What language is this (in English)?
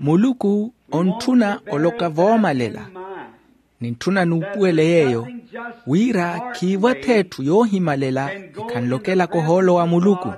Makhuwa